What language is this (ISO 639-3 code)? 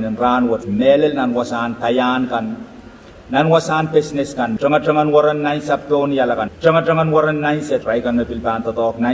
pon